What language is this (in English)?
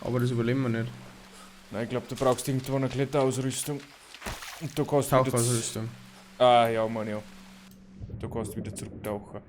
Bavarian